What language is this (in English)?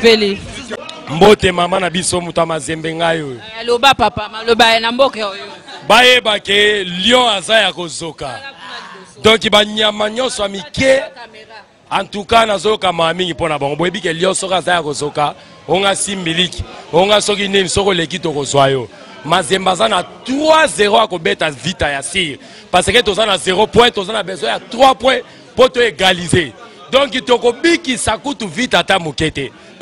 Lingala